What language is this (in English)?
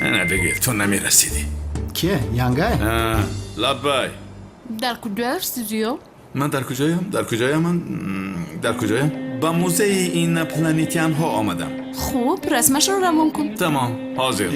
Tajik